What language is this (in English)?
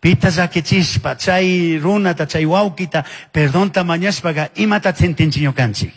Chimborazo Highland Quichua